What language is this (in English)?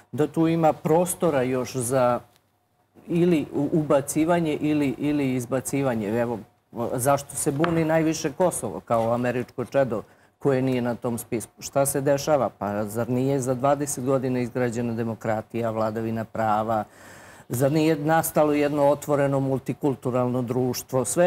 Serbian